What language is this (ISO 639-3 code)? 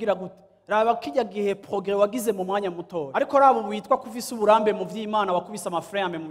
run